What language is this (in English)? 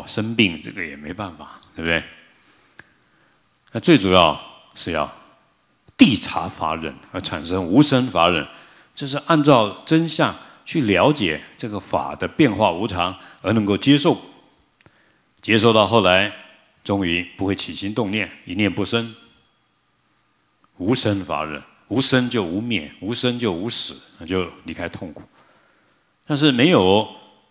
Chinese